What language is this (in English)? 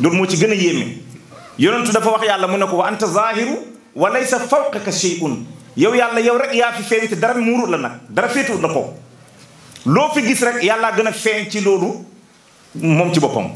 Wolof